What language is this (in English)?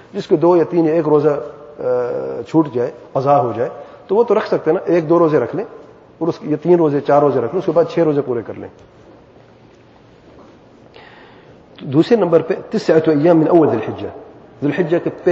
Urdu